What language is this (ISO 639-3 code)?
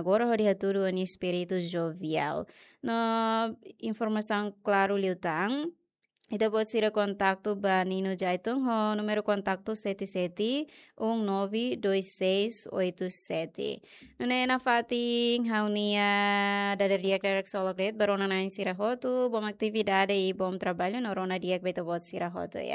tet